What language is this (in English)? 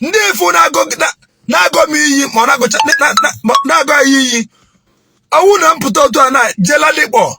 Igbo